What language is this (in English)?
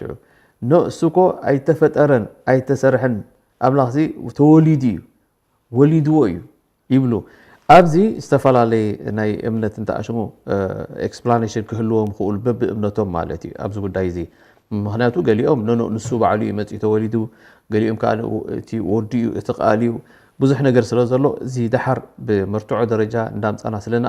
Tigrinya